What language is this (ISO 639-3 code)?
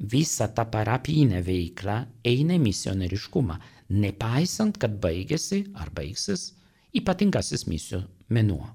lit